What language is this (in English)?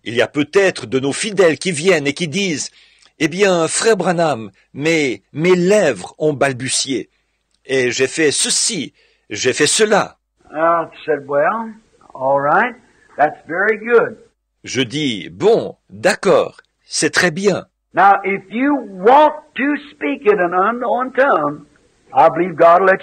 French